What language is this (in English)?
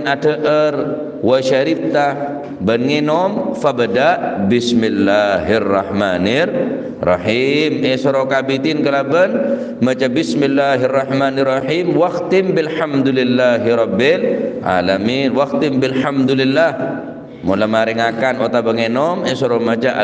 Madurese